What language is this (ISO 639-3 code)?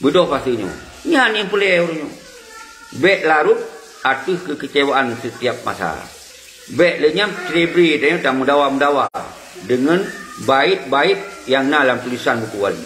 ace